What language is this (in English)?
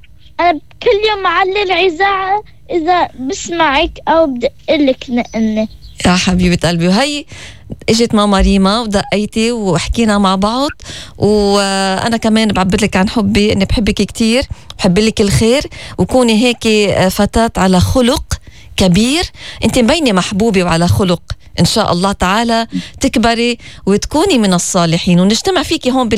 North Levantine Arabic